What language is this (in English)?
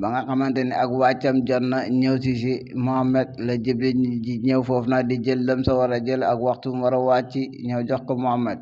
Wolof